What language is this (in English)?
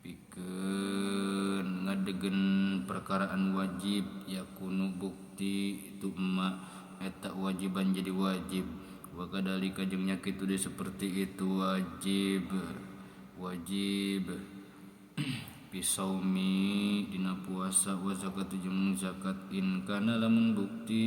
Sundanese